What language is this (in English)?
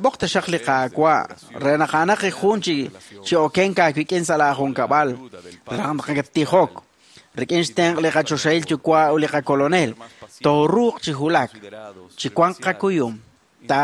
Kekchí